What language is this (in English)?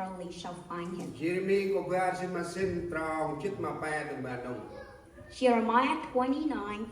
Central Mnong